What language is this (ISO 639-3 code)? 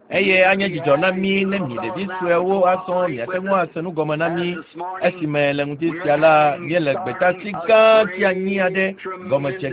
ewe